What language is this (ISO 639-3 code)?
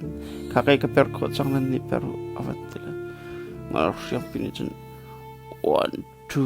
cnh